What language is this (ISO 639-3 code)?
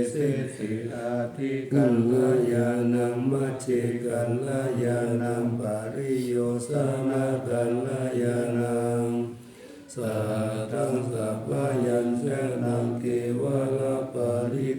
pli